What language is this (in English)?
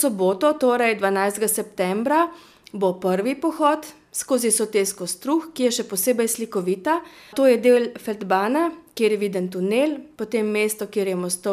Slovenian